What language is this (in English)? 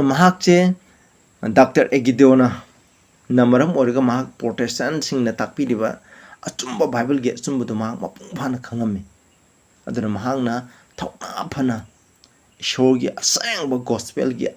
Manipuri